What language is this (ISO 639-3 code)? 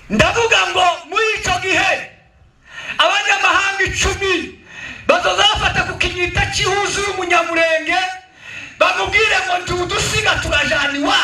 kin